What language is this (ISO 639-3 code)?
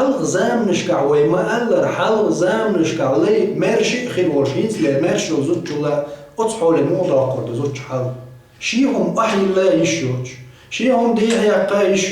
che